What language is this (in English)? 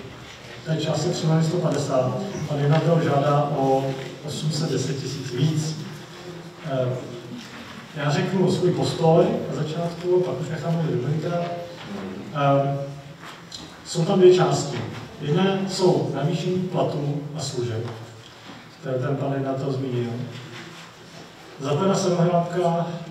Czech